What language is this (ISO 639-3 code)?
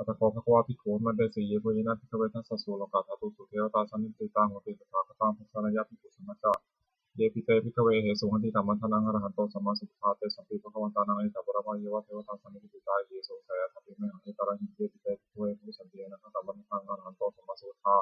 pli